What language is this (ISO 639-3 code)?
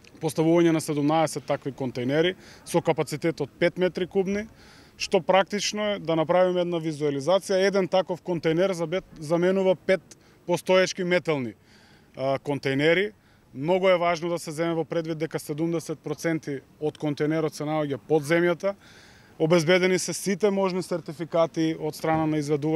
mkd